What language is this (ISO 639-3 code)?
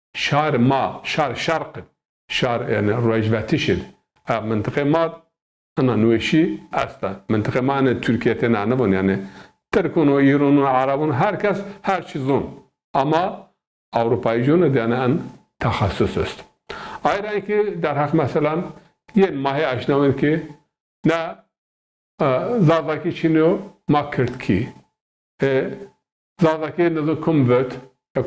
zza